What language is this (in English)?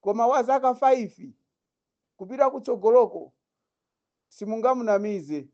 Nyanja